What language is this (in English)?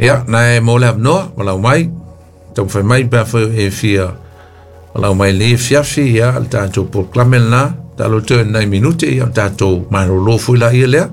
Samoan